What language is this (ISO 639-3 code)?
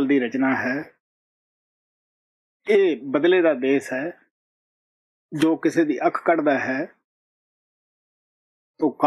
pan